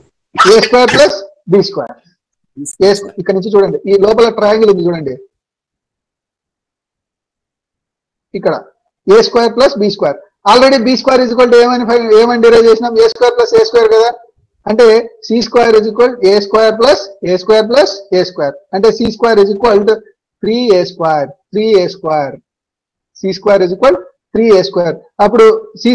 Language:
Telugu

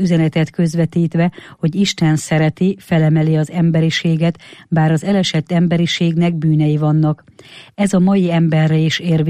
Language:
Hungarian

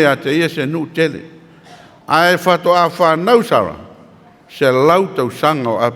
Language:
Samoan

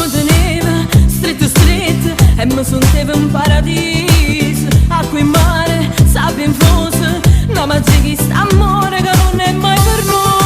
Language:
Neapolitan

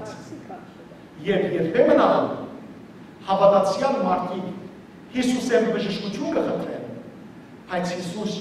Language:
Western Armenian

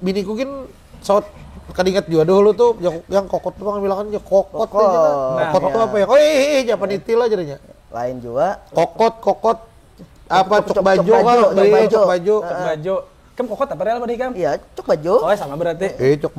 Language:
Banjar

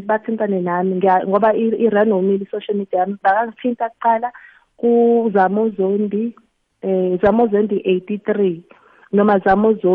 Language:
South Ndebele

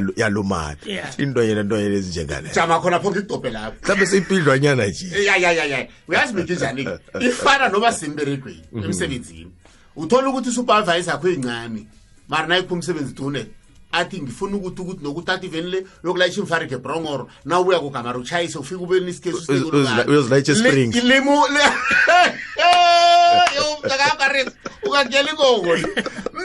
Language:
South Ndebele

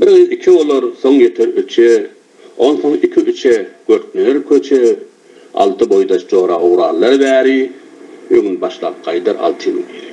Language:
Turkmen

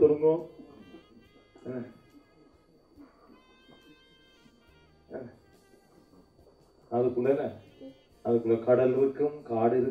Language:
Tamil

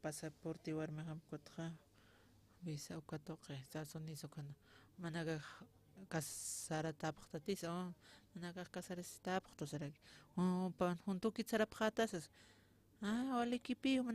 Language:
Aymara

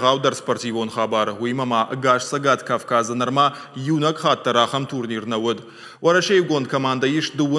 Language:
Ossetic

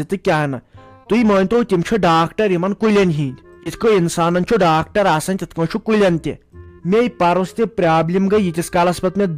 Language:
Kashmiri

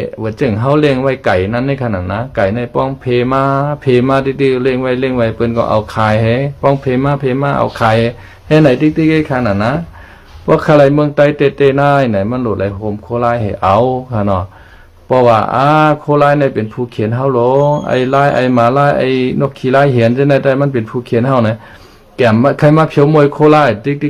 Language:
Shan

